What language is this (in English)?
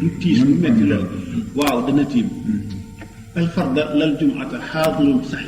Wolof